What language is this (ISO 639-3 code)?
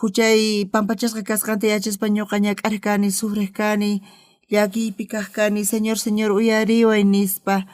quh